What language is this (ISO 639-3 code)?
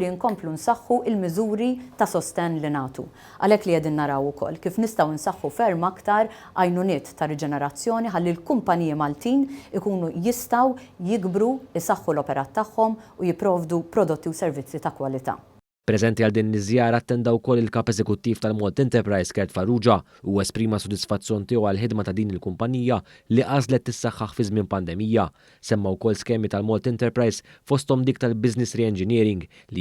mlt